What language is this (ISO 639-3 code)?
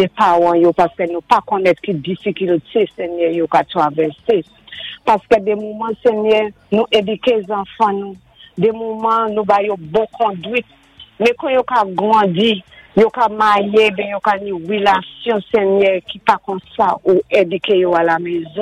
acf